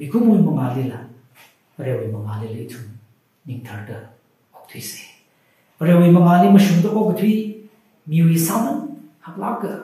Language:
Tangkhul Naga (India)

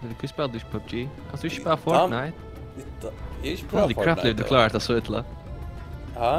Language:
Faroese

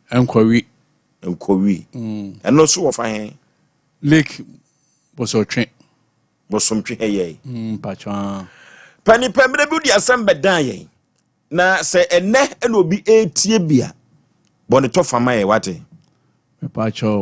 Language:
Akan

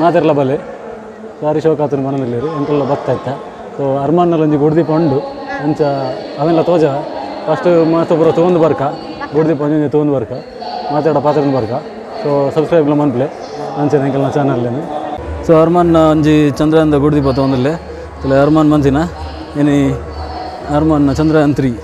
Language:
Tulu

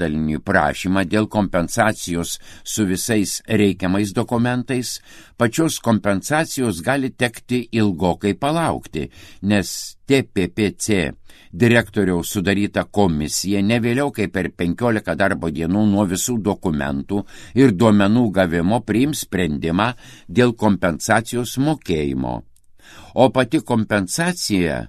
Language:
Lithuanian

